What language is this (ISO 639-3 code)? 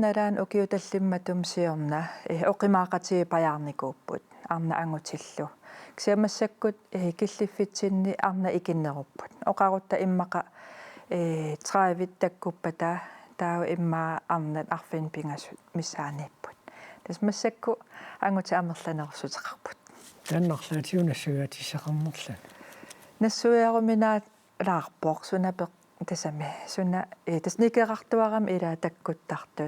kal